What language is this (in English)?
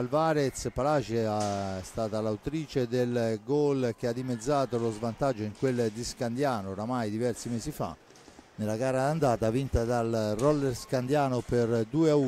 Italian